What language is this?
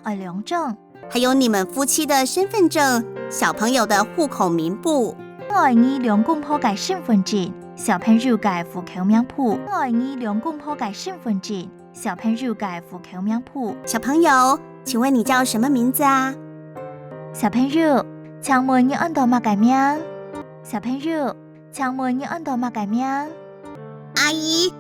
Hakka Chinese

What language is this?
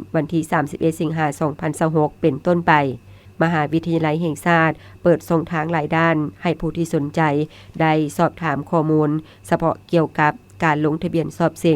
Lao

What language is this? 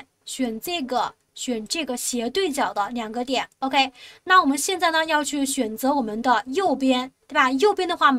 Chinese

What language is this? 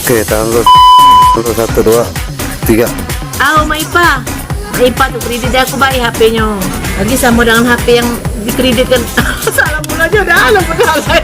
Musi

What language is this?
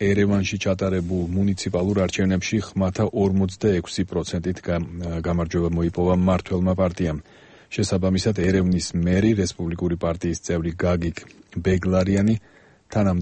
Georgian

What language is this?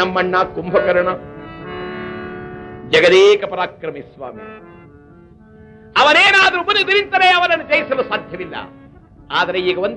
Kannada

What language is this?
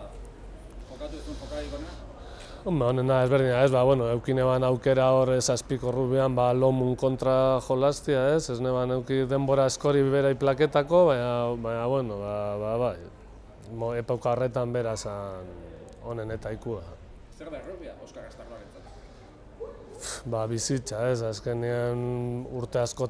Basque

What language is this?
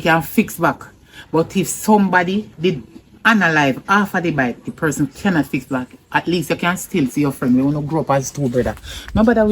Jamaican Creole English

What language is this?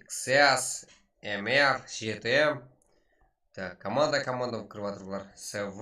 Kara-Kalpak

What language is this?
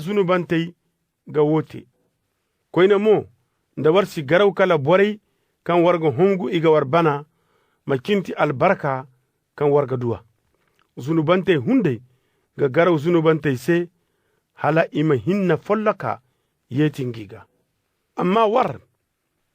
Zarma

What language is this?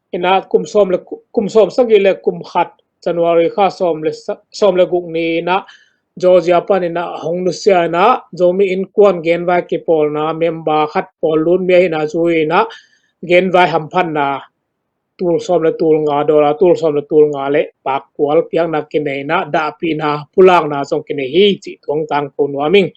Tedim Chin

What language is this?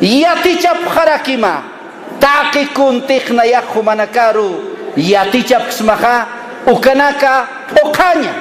Aymara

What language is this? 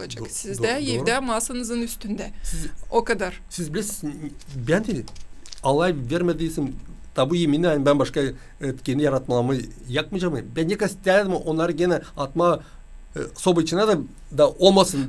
Gagauz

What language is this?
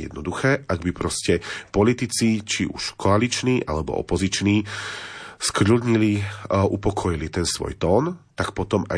Slovak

